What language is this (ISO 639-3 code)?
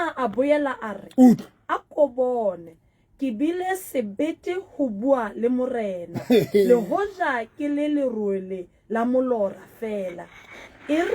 sot